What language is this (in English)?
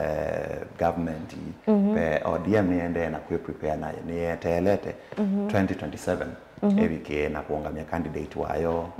Kamba